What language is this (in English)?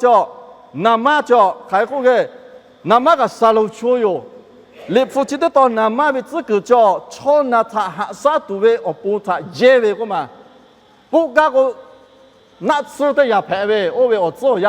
Lahu